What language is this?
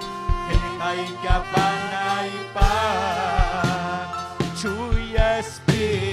Ayacucho Quechua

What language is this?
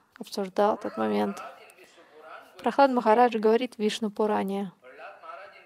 Russian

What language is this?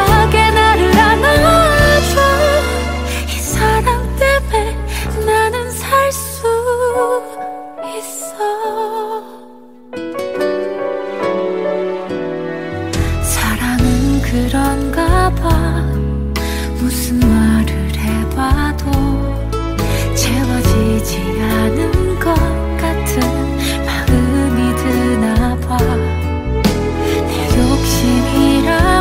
Korean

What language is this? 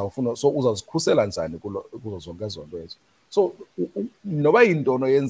Xhosa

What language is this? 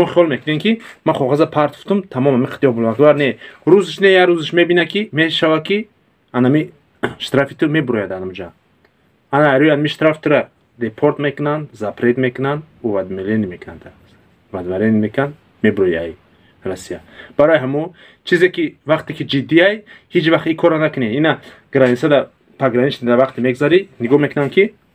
Tajik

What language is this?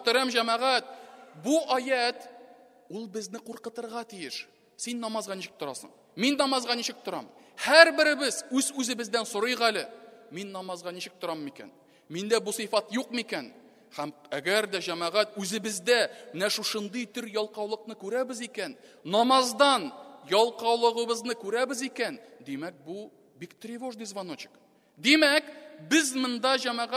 Tatar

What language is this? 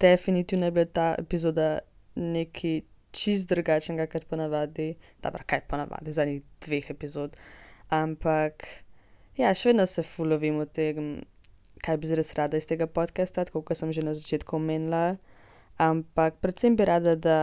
Slovenian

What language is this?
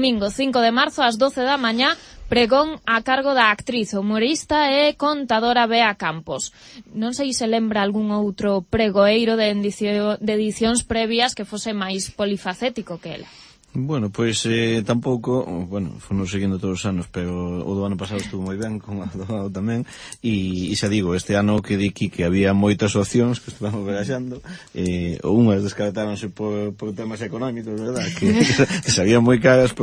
Galician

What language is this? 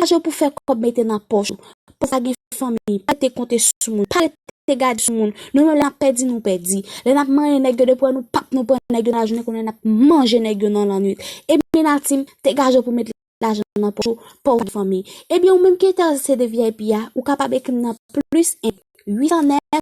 Haitian Creole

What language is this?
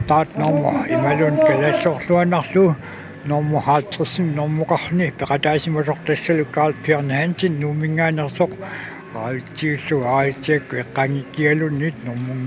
Kalaallisut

